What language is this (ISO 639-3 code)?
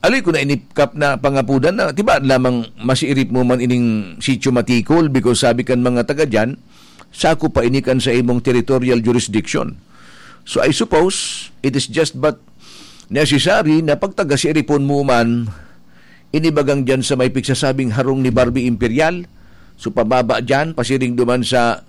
bik